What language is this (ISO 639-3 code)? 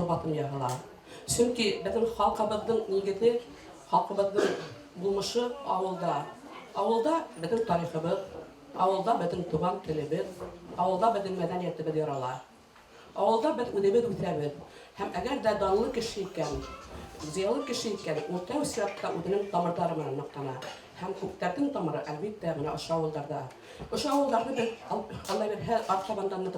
bak